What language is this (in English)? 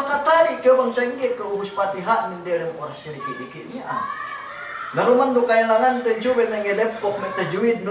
Yakan